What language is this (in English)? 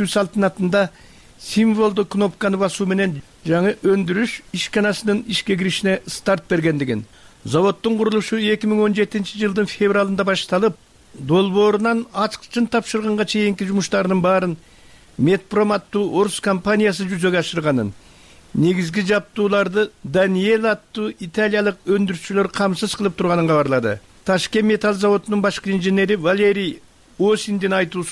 Kyrgyz